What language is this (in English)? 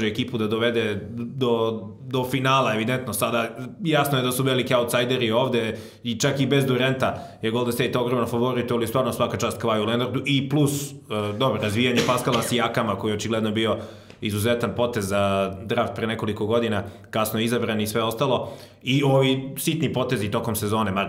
Serbian